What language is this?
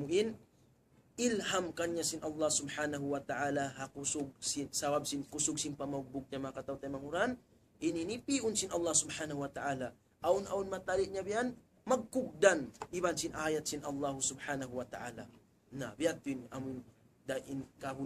Tausug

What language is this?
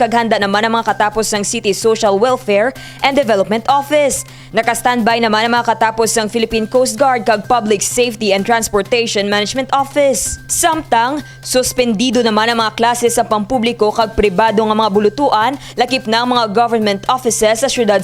Hiligaynon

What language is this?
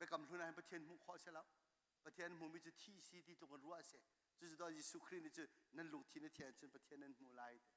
Hakha Chin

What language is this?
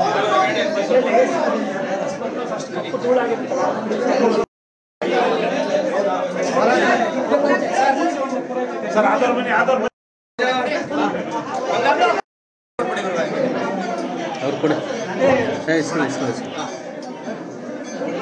Kannada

